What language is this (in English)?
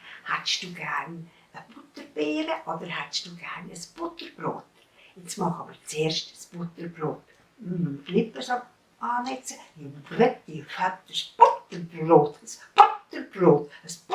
Swiss German